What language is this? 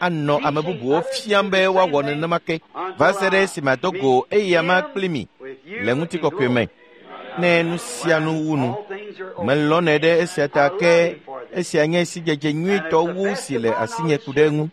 Ewe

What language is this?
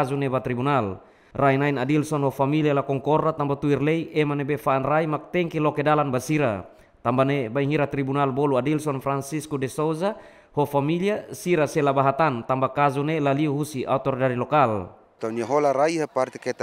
Tetum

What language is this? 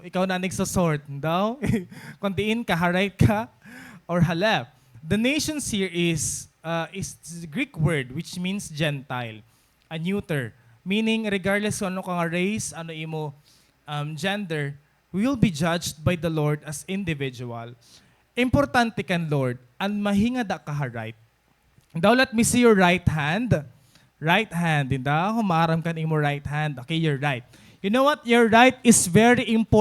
Waray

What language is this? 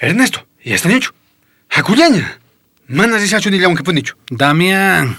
South Bolivian Quechua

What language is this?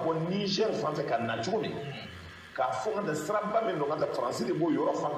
Bambara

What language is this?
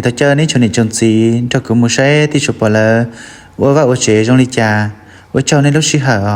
Hmong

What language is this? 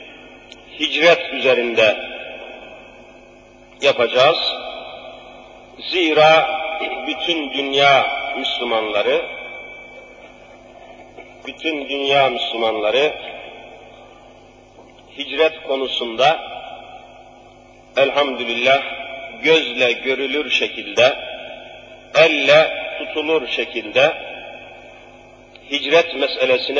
Turkish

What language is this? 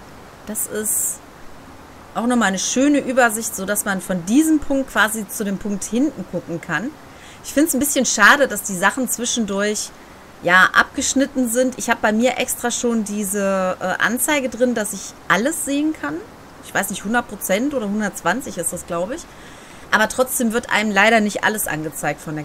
German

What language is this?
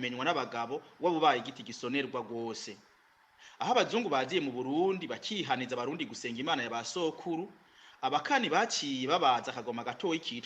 Rundi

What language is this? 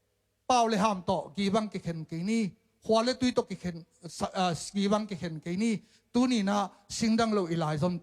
Tedim Chin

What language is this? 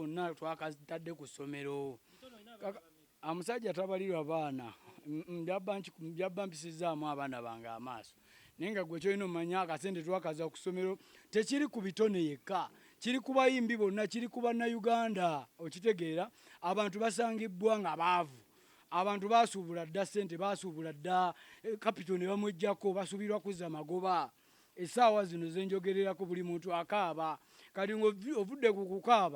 Ganda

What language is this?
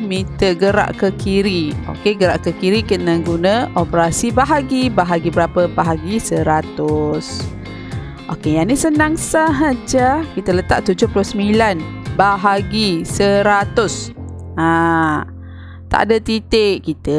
Malay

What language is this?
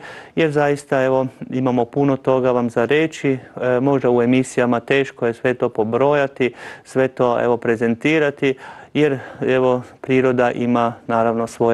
Croatian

